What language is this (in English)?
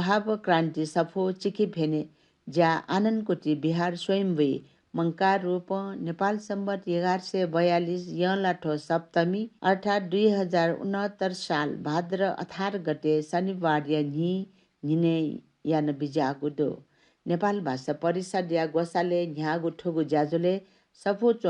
Newari